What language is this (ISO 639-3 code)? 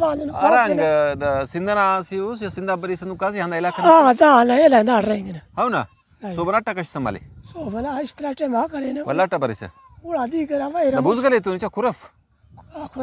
brh